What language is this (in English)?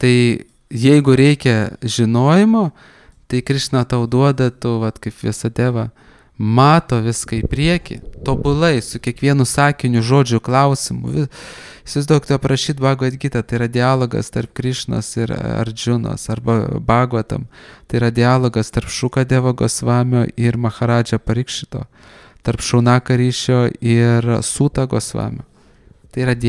Lithuanian